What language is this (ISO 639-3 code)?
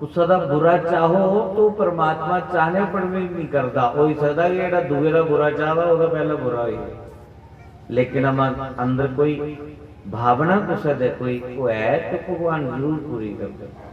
doi